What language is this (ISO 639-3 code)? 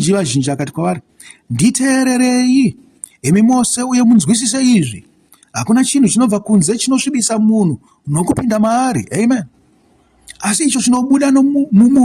sna